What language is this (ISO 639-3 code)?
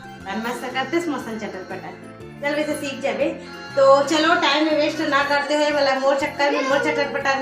hne